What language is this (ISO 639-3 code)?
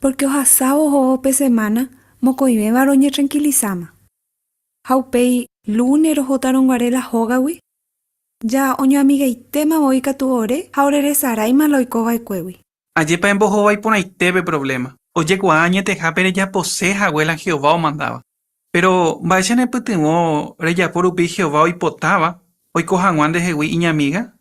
grn